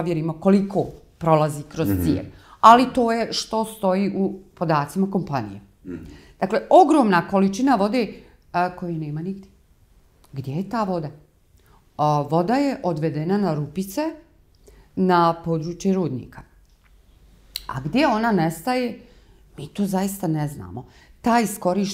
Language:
Bosnian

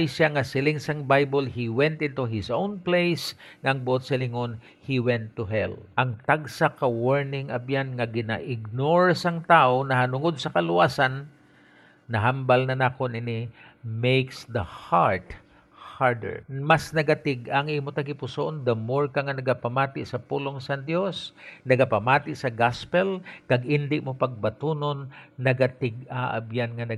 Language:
Hiligaynon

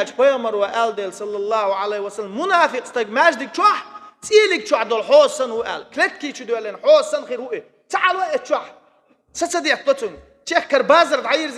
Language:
Chechen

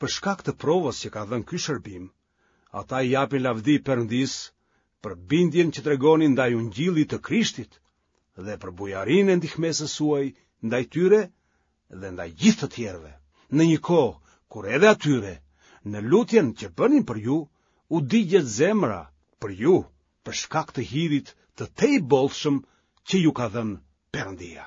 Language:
Albanian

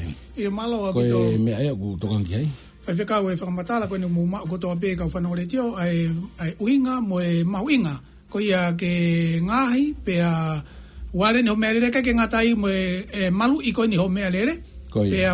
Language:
Tongan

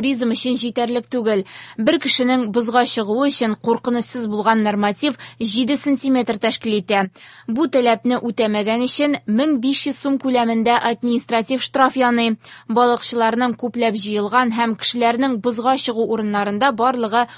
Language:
Tatar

